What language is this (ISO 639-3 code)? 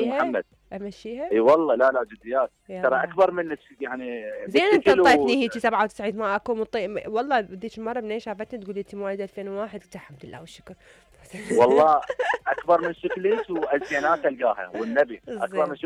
acm